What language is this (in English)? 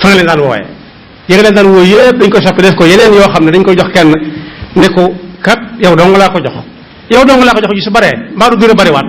Wolof